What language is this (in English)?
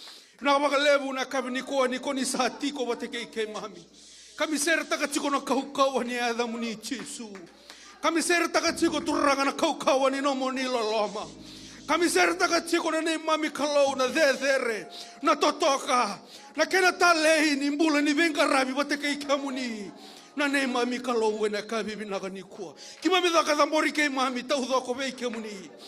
Fijian